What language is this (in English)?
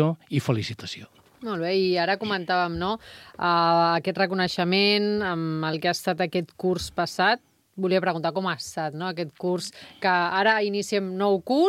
Catalan